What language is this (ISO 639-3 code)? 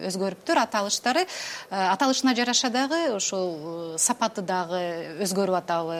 kir